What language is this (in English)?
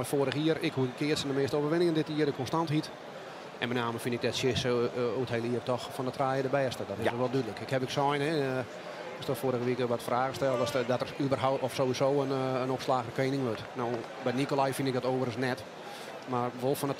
Western Frisian